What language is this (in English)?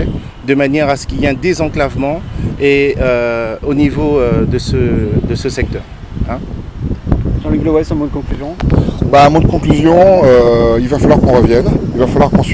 French